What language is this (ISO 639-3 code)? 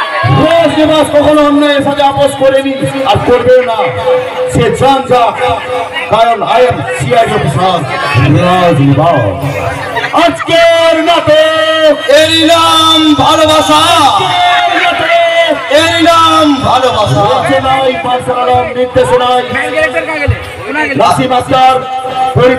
ben